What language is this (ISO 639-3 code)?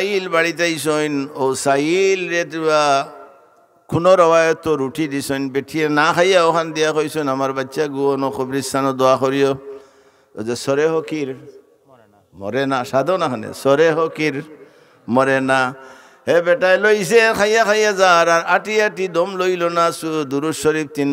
syl